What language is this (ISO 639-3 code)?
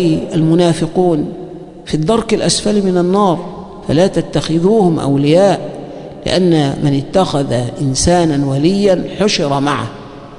ara